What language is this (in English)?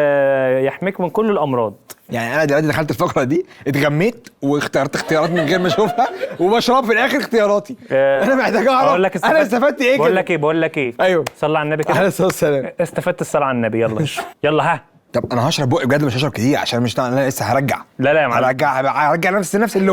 Egyptian Arabic